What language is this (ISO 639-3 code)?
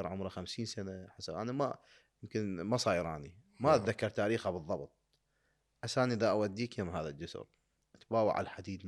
acm